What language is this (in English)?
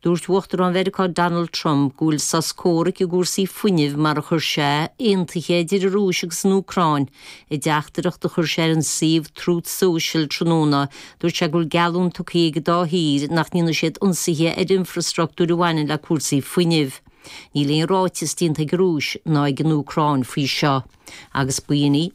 Irish